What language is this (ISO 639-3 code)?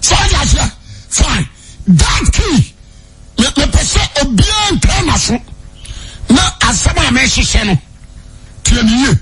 aka